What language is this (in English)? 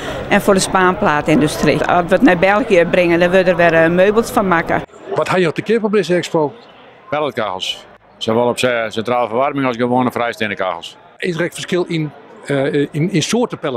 Western Frisian